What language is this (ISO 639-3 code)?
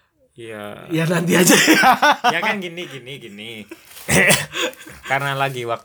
ind